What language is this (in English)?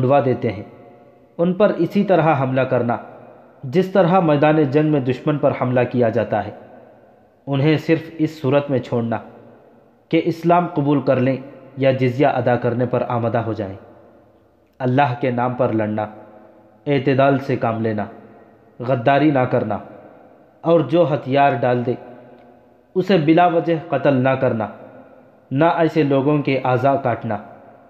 Urdu